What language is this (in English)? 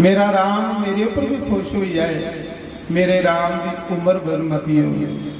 Dogri